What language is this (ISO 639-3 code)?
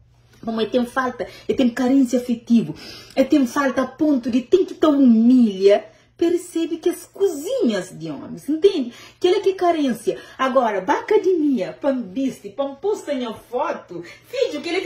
kea